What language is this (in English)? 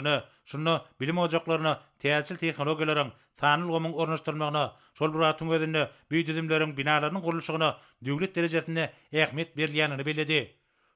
Turkmen